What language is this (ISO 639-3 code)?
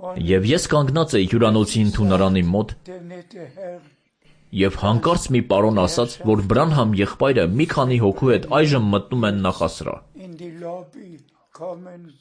hye